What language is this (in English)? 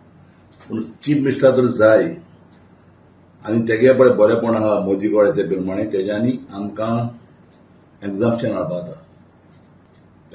Konkani